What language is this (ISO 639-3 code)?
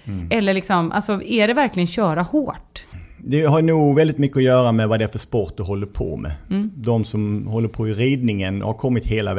swe